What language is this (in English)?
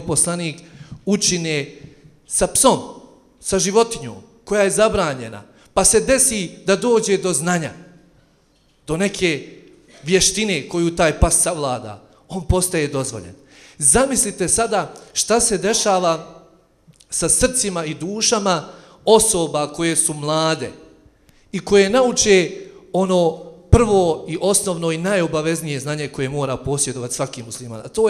Bosnian